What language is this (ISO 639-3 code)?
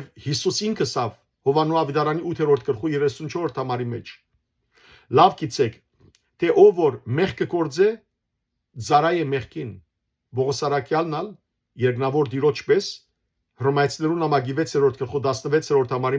hyw